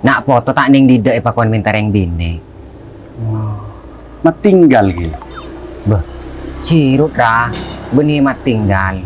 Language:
Madurese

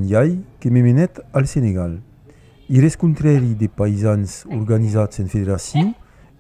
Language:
Occitan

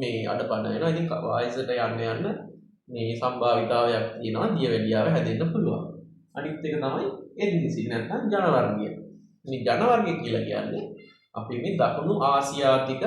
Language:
Sinhala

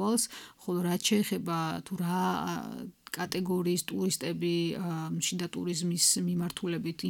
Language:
Georgian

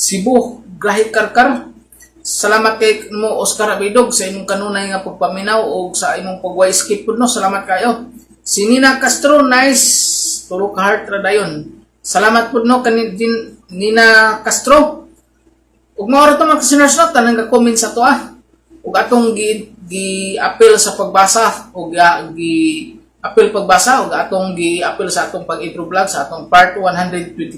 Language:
Cebuano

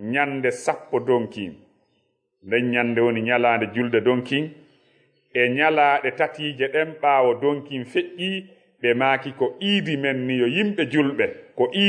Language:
Fula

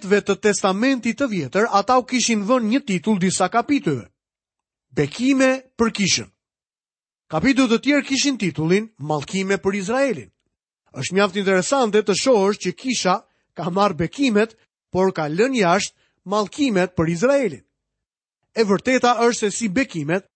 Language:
Albanian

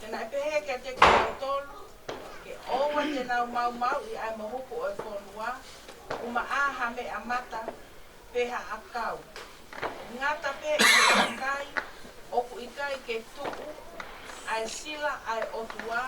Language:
Tongan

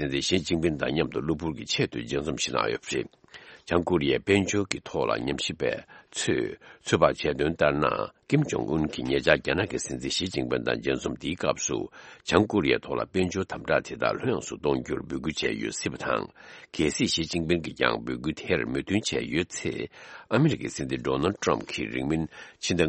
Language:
Tibetan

